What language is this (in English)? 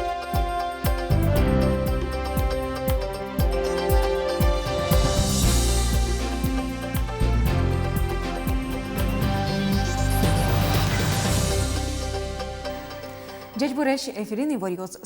Udmurt